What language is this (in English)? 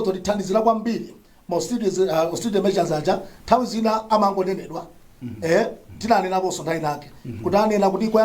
Nyanja